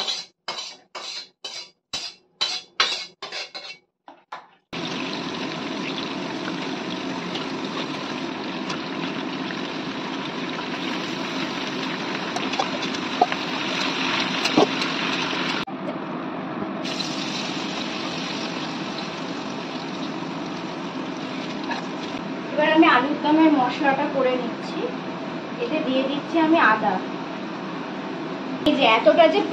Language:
Bangla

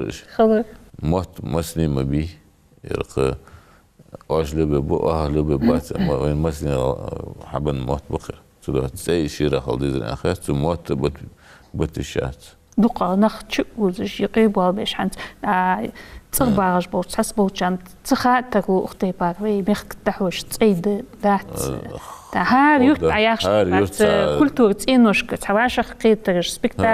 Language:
Ingush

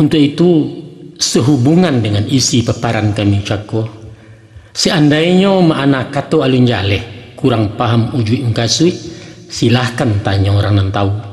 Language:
Minangkabau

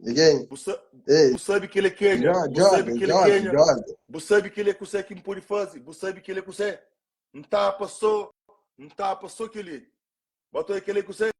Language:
Kabuverdianu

